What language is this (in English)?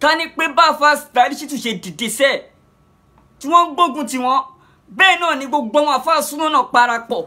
Yoruba